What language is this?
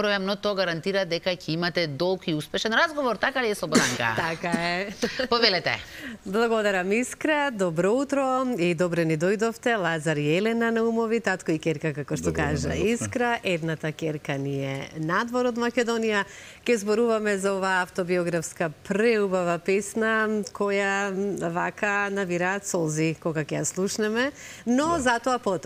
Macedonian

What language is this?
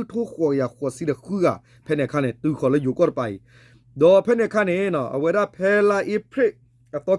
S'gaw Karen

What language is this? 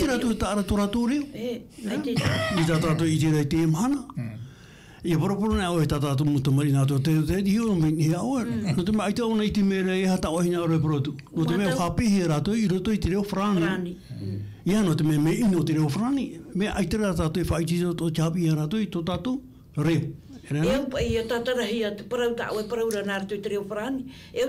Tahitian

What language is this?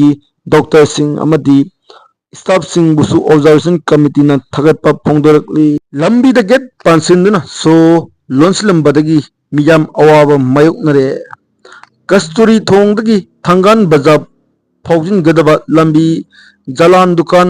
Manipuri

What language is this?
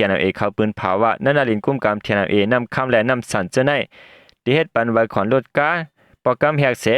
Shan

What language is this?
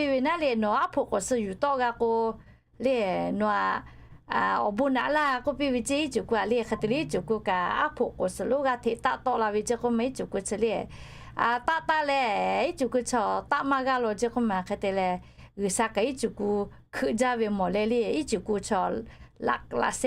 Lahu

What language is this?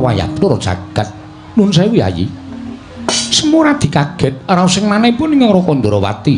Javanese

